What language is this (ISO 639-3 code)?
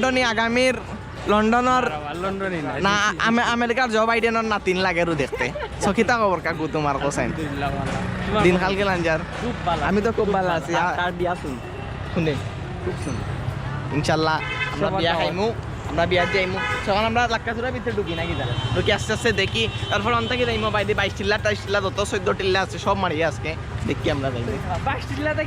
syl